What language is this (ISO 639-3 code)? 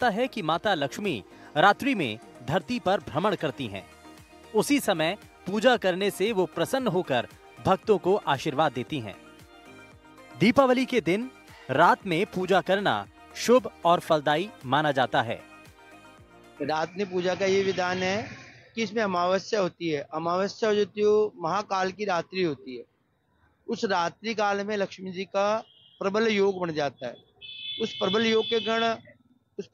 hin